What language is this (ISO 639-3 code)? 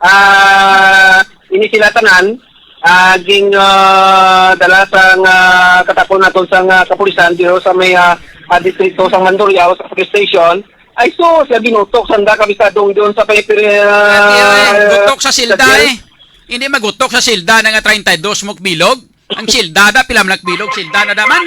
hil